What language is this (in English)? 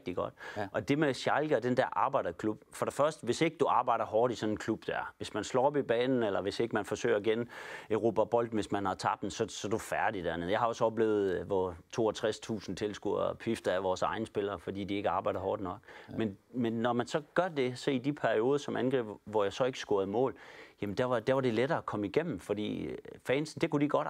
Danish